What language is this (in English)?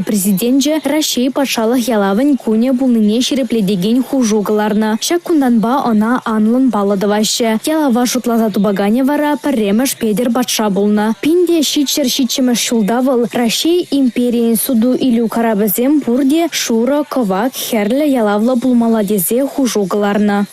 Chuvash